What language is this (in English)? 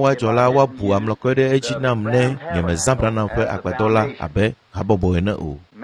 Ewe